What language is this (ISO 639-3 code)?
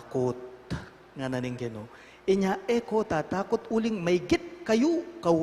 pam